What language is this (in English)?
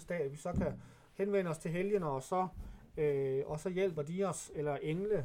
Danish